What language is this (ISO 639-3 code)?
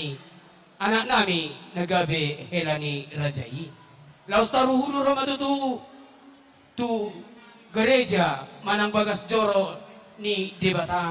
bbc